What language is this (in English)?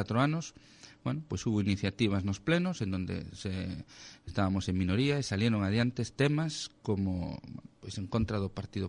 Galician